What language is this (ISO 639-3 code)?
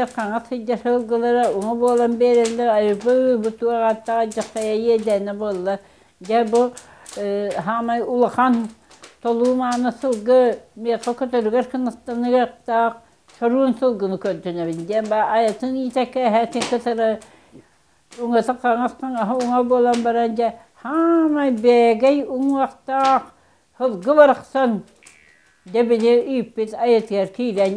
sah